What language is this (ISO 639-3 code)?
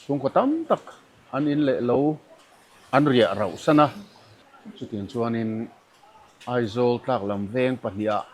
lus